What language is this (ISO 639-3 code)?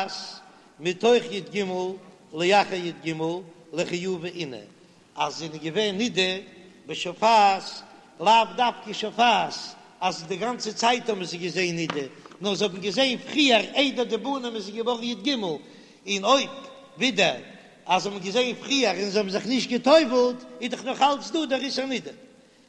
yid